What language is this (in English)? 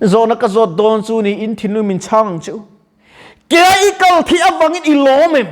Mizo